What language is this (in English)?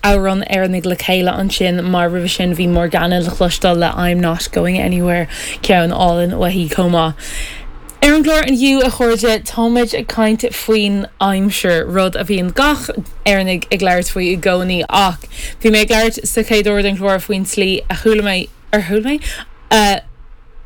Irish